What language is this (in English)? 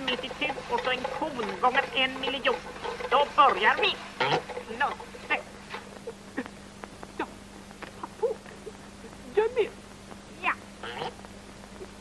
Swedish